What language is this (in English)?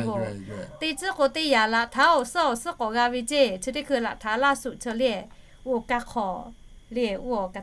Lahu